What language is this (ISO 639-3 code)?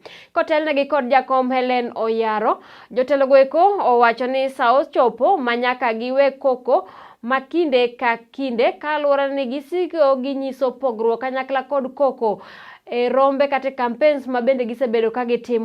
luo